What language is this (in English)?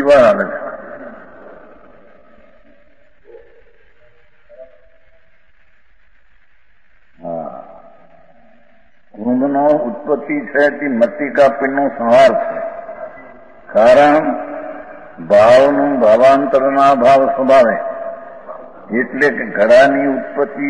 Gujarati